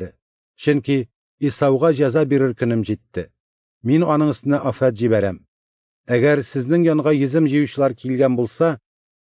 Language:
Tatar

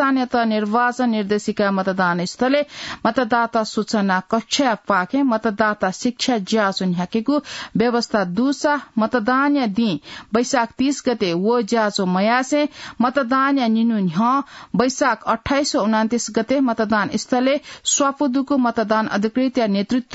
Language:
Newari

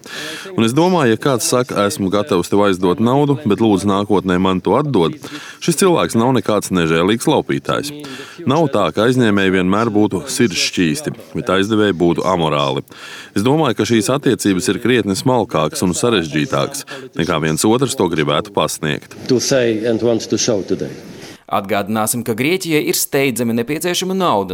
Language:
Latvian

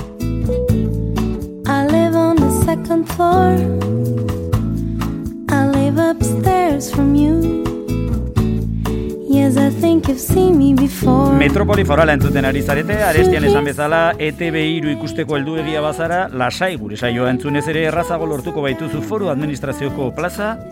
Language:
Basque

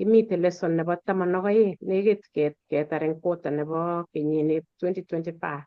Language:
Kalenjin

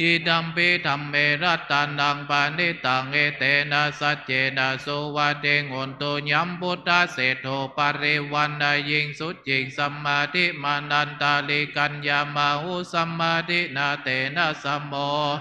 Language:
Pali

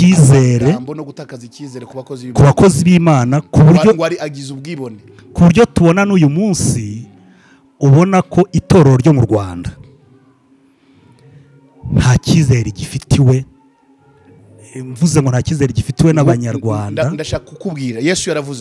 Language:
Kinyarwanda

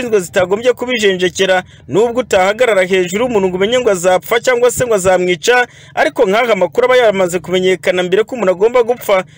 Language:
Kinyarwanda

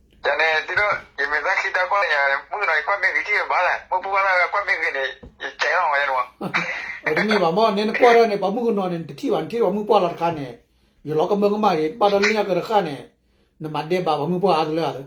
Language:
S'gaw Karen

